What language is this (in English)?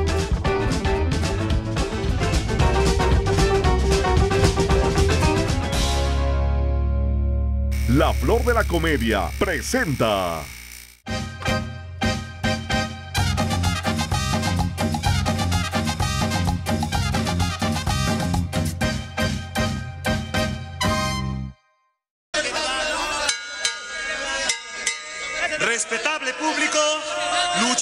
Spanish